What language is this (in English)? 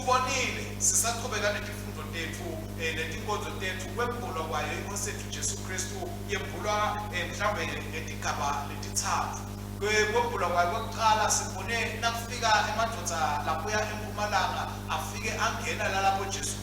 Swati